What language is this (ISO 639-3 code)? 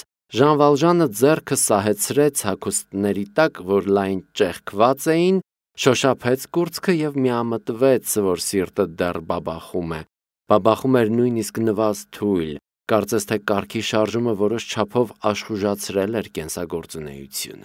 hye